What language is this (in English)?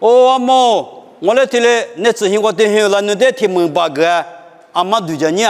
Lisu